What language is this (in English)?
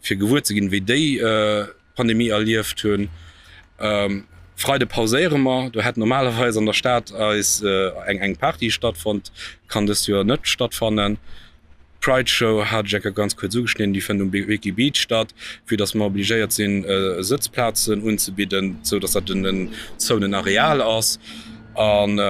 Luxembourgish